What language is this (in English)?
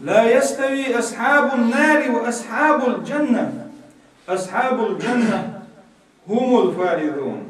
Chechen